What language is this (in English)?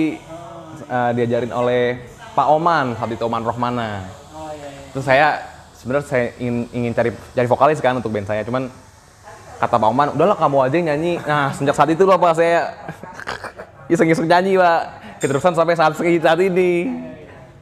Indonesian